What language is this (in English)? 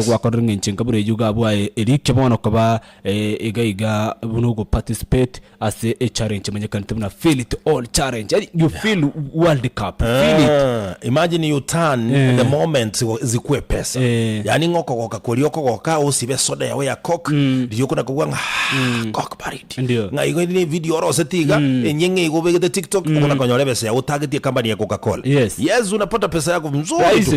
Gusii